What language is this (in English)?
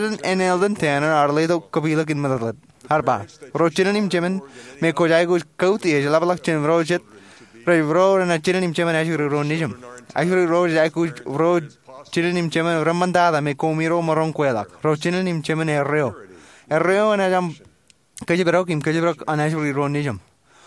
Marshallese